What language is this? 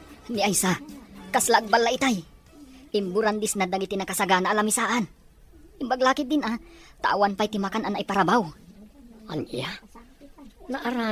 Iloko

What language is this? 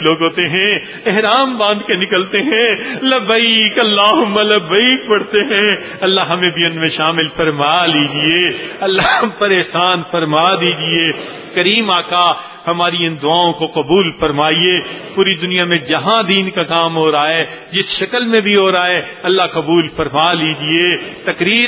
Urdu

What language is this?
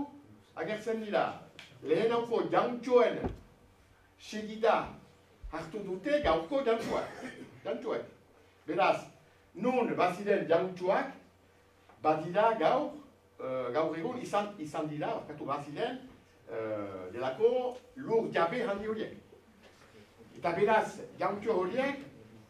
Basque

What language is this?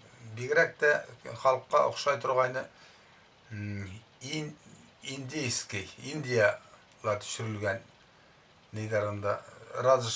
Bashkir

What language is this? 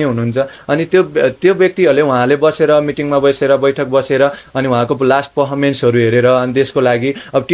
Nepali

